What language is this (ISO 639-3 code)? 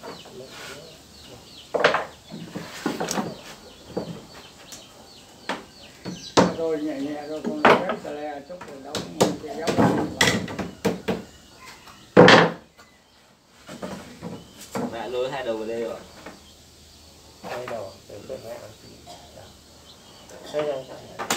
vie